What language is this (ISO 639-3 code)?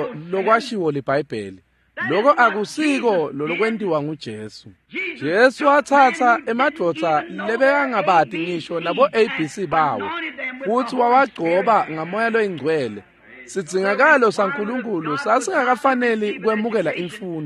ssw